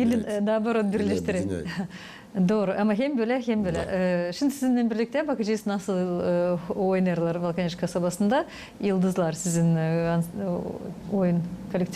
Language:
Gagauz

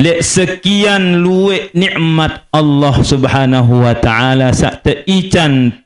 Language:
Sasak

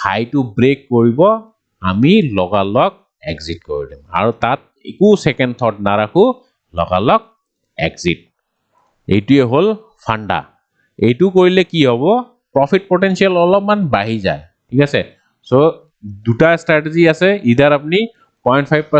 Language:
Assamese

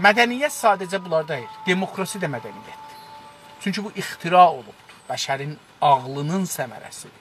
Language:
South Azerbaijani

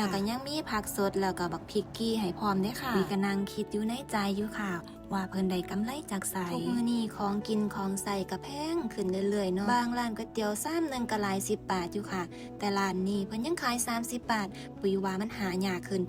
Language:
Northeastern Thai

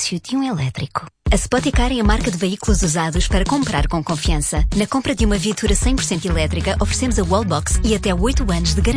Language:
Portuguese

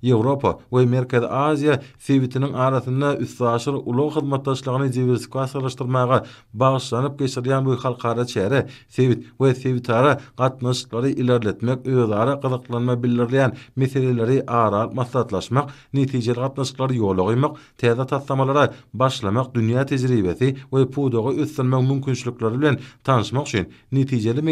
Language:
Turkmen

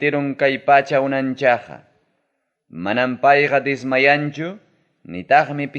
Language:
Ayacucho Quechua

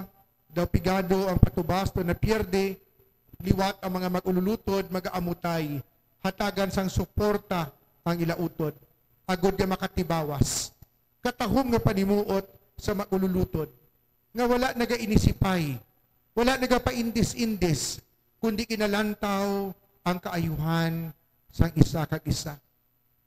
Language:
Hiligaynon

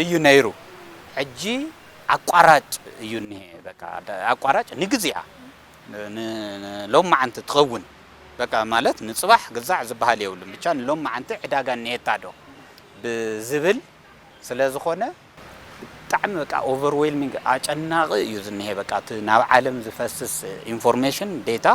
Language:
Tigrinya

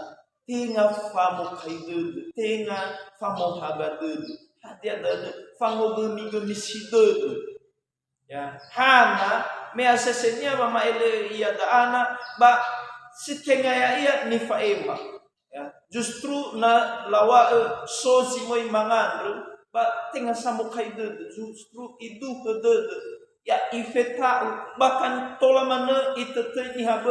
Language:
Nias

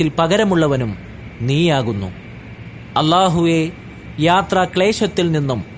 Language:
Malayalam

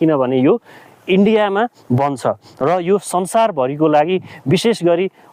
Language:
Nepali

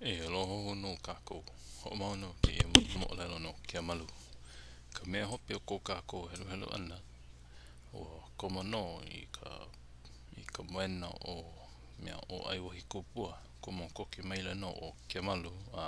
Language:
Hawaiian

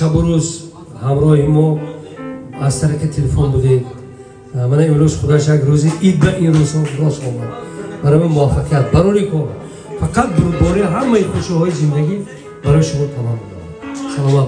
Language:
Tajik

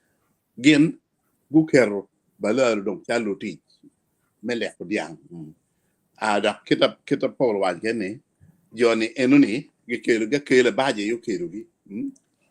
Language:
Acoli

